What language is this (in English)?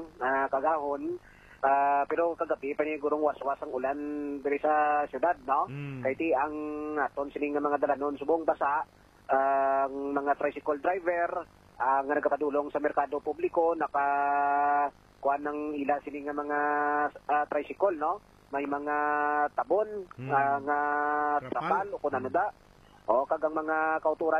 Hiligaynon